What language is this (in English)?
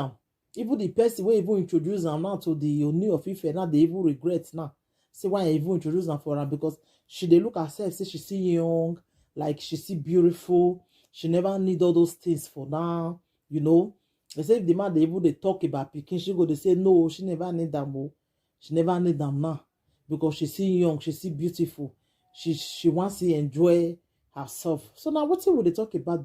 Nigerian Pidgin